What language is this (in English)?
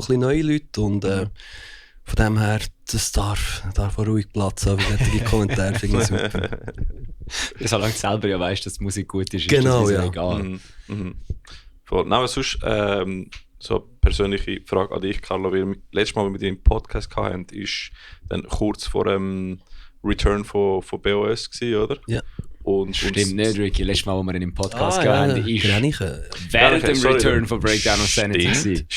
Swiss German